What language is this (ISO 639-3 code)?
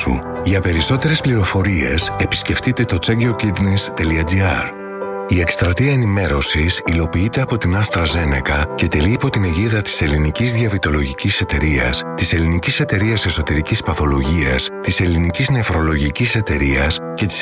ell